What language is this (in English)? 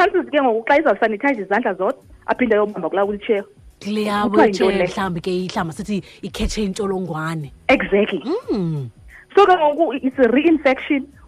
Xhosa